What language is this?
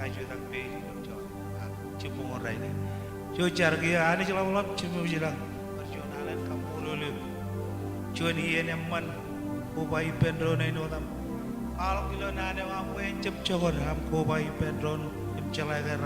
Marshallese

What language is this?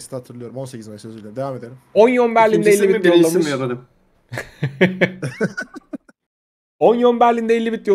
Turkish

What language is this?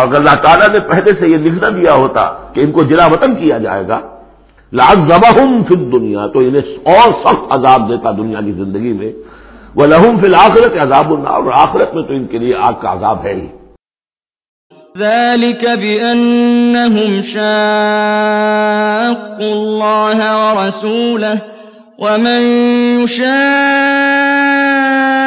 Urdu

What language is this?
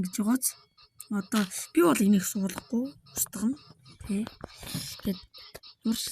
Mongolian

